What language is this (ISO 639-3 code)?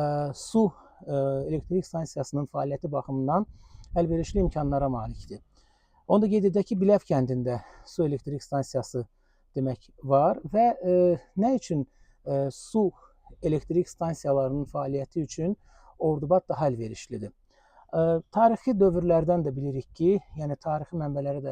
aze